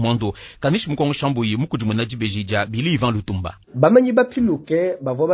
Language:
Luba-Lulua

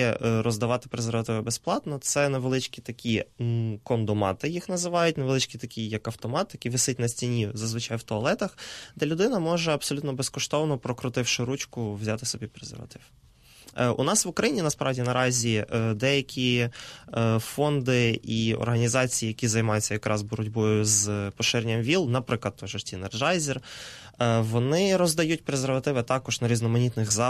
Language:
Ukrainian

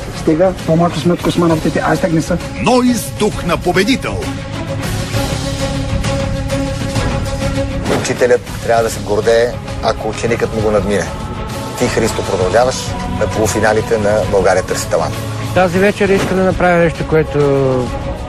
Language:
Bulgarian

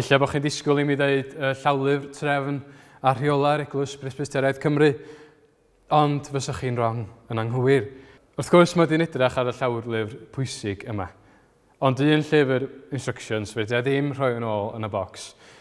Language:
Welsh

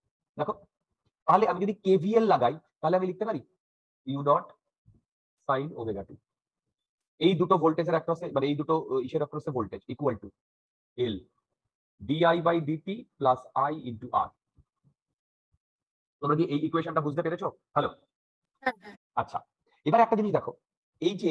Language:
Bangla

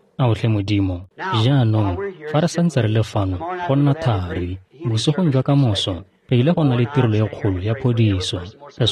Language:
Tswana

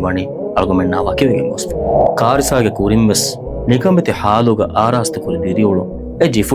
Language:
Divehi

